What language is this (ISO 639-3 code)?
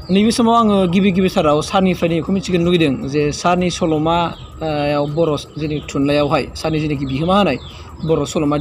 brx